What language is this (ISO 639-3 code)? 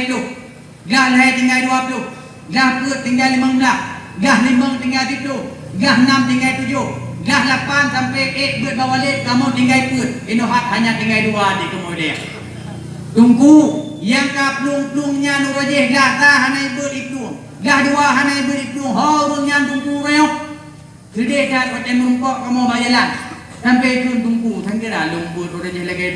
ace